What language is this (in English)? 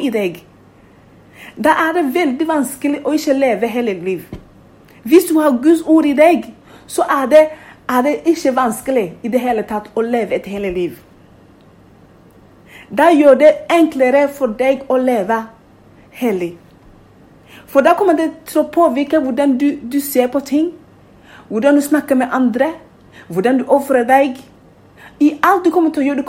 Norwegian